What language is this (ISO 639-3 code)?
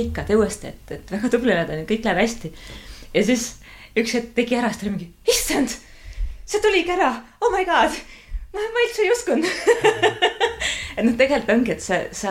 est